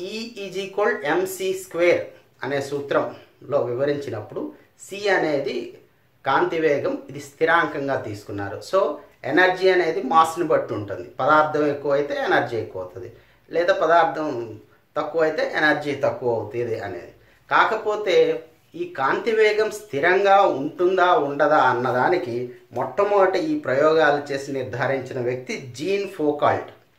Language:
Telugu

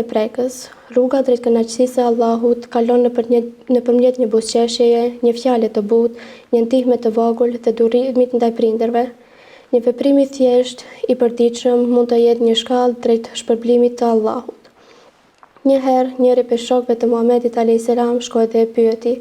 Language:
Albanian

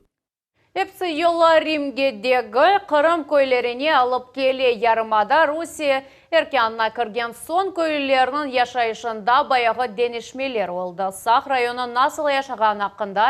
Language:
Crimean Tatar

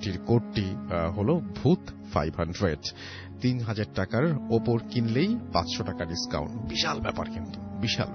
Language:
Bangla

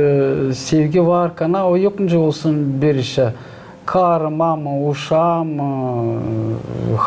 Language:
Gagauz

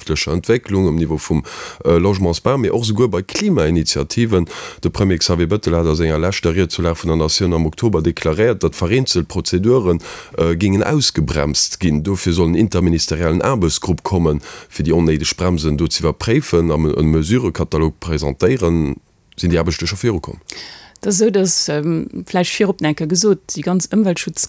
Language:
Luxembourgish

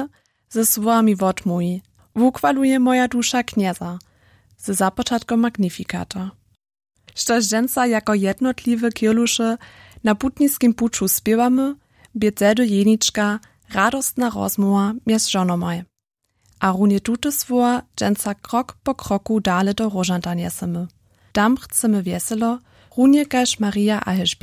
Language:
Upper Sorbian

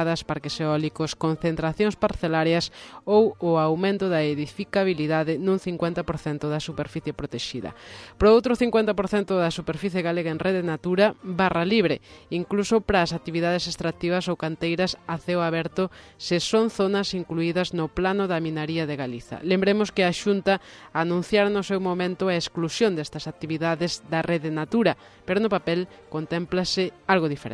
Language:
Galician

